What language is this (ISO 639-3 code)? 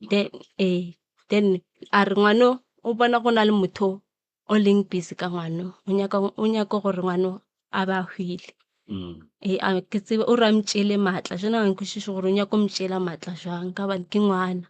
nso